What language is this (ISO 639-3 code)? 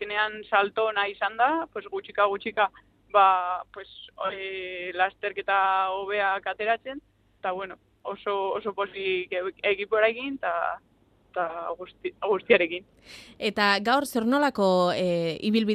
eus